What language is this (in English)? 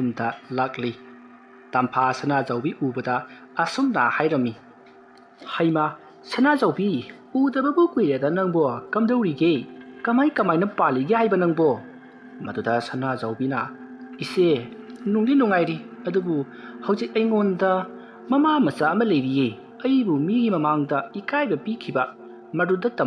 Manipuri